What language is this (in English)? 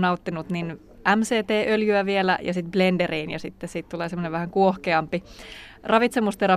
Finnish